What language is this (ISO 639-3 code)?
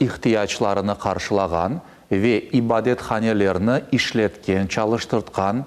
crh